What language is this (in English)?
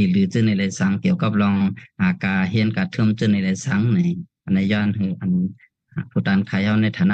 Shan